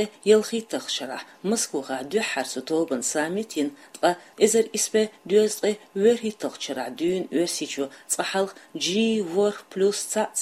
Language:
Chechen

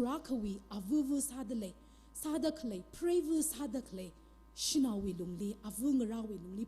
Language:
Tangkhul Naga (India)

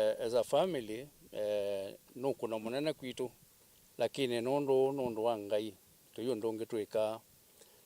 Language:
Kamba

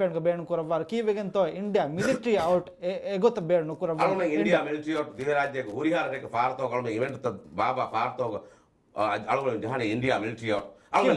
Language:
Divehi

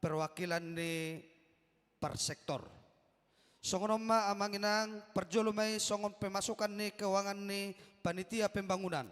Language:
Batak Toba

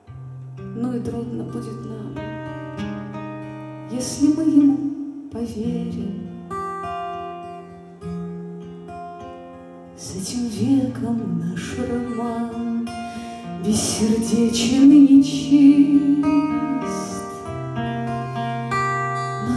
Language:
Russian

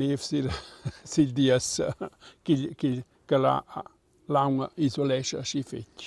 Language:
Romansh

